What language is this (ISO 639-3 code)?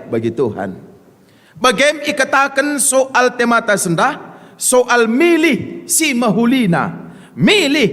btx